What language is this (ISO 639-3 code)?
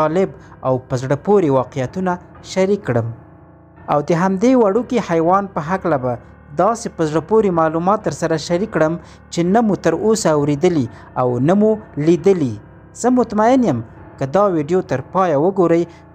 pus